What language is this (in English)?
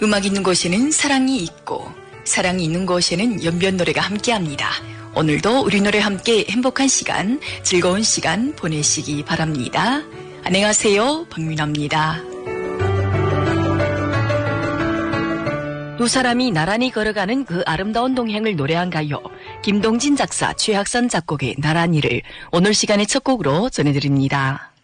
Korean